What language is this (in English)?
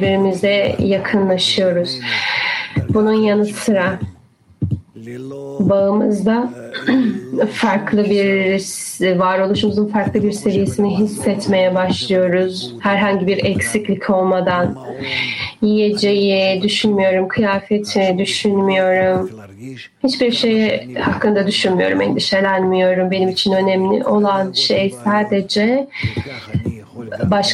Turkish